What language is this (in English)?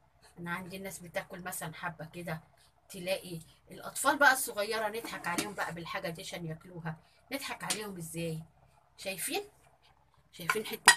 Egyptian Arabic